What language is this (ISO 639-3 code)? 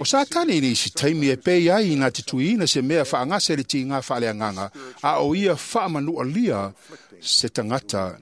smo